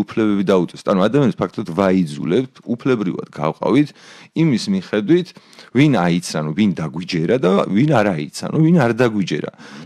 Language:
Georgian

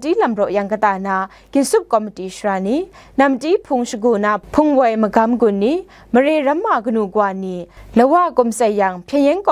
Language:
Kachin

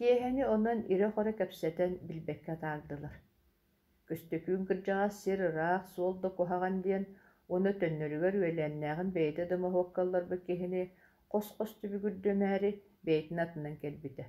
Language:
Yakut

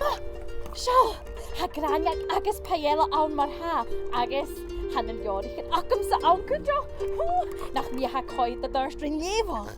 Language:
Scottish Gaelic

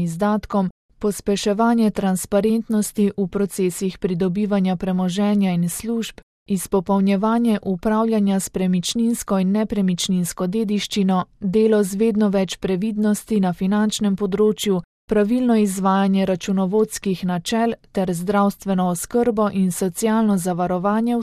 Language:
Slovenian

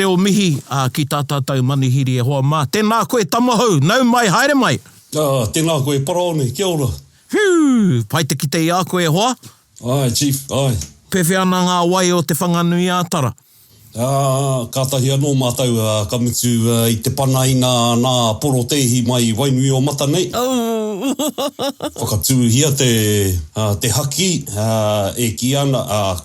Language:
Māori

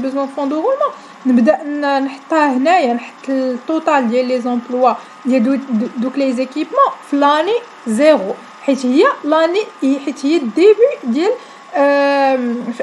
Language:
Moroccan Arabic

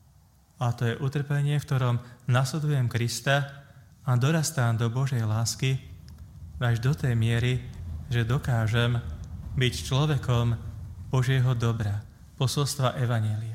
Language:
Slovak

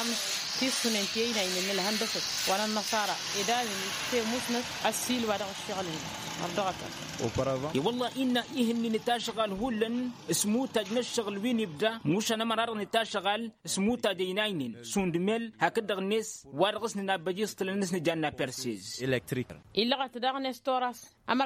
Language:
Tamasheq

